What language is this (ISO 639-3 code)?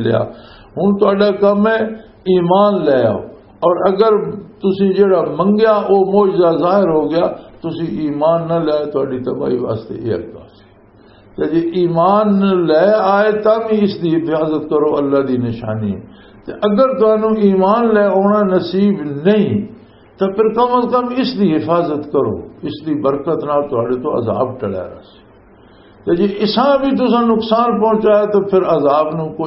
lah